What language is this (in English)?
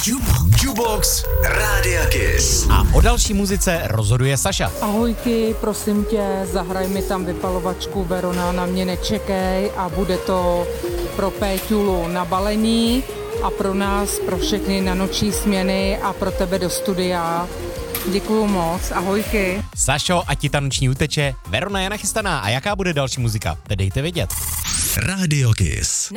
Czech